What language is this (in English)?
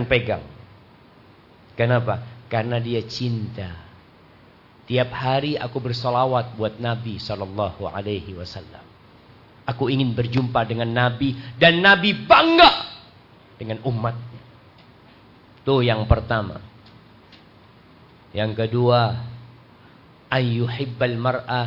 Indonesian